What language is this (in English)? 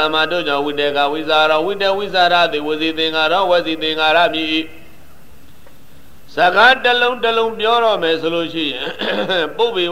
Burmese